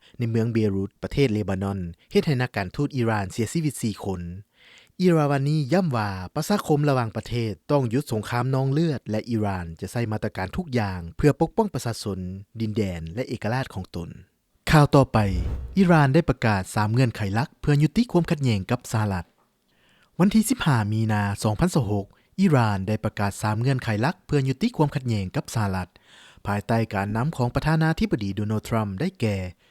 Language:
Lao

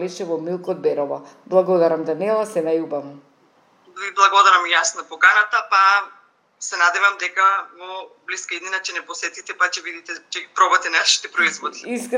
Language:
Macedonian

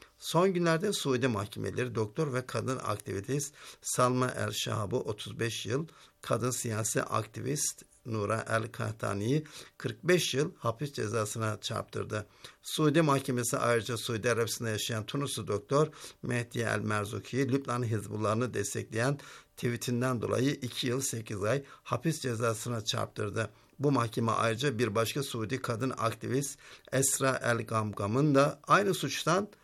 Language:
Turkish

